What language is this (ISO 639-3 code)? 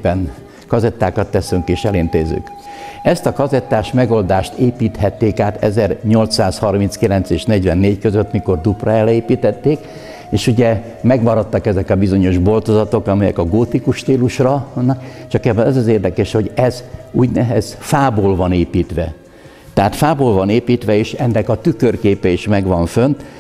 hun